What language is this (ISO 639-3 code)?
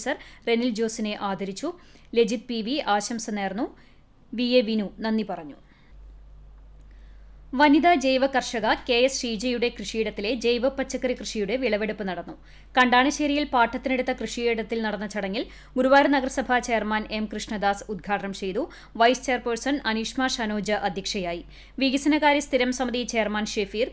mal